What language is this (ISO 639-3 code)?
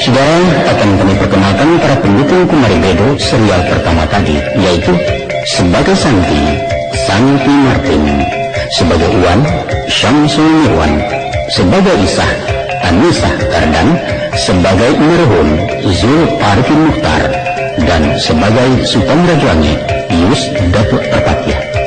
min